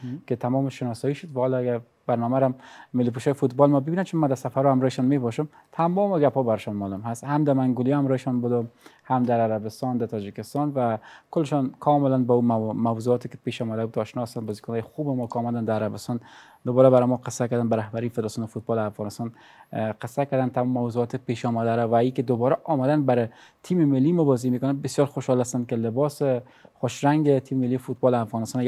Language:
Persian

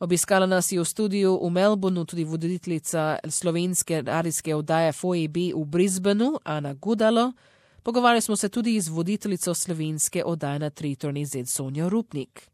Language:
Slovenian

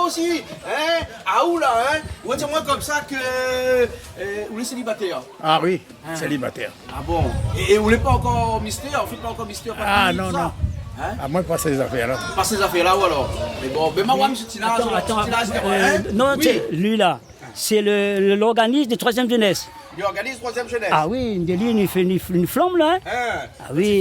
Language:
Réunion Creole French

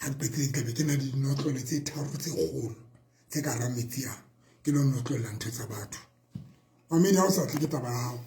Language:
Southern Sotho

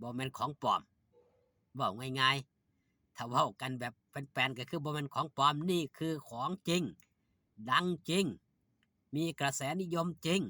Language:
Northeastern Thai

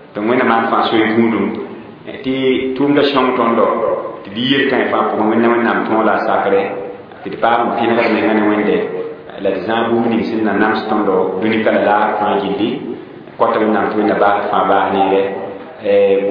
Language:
Mossi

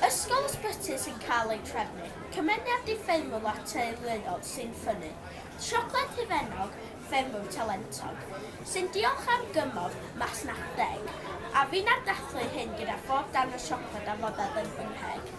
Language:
Welsh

